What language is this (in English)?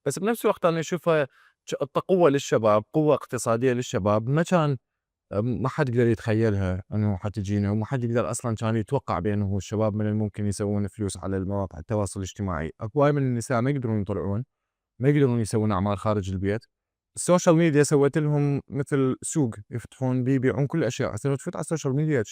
Mesopotamian Arabic